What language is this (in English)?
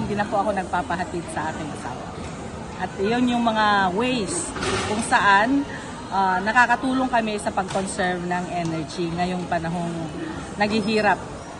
Filipino